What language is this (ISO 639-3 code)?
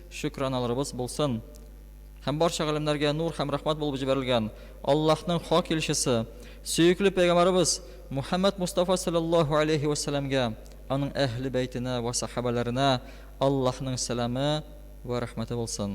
tat